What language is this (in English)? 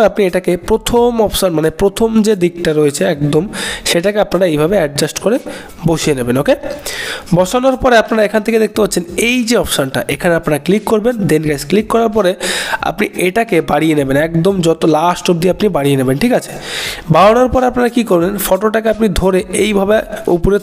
Bangla